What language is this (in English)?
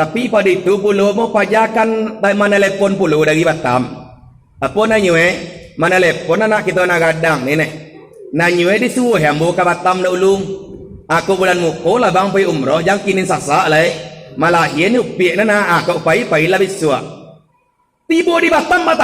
Minangkabau